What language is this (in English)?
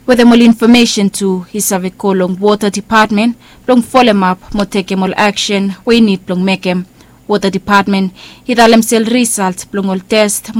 Bislama